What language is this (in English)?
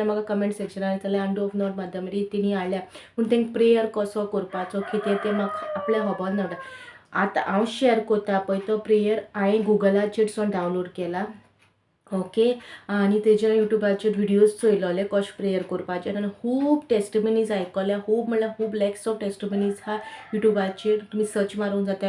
Konkani